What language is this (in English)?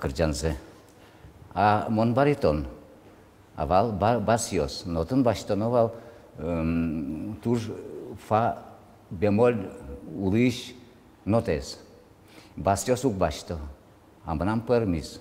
Udmurt